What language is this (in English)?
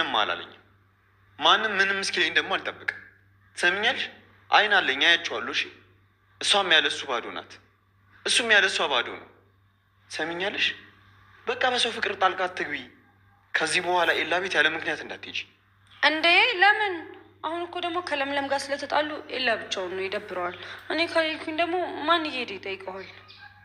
Amharic